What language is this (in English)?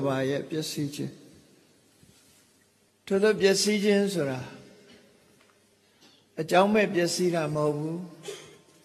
Burmese